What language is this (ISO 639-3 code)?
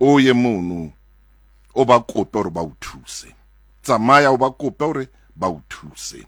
sot